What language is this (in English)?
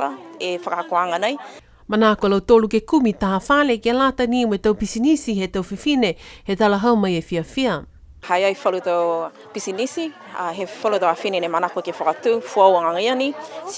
Niuean